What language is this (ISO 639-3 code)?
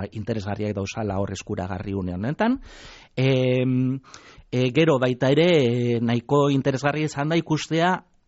eus